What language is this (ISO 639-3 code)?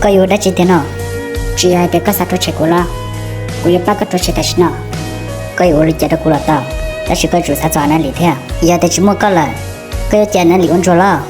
hmn